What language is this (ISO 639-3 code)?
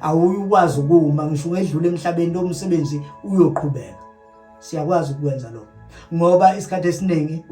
zul